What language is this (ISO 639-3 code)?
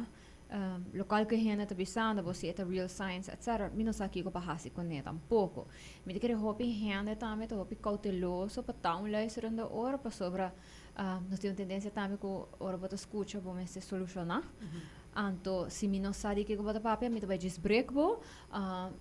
pap